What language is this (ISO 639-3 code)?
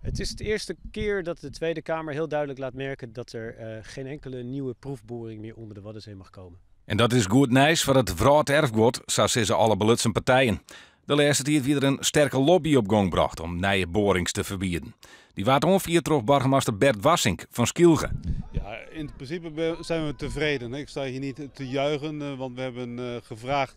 fry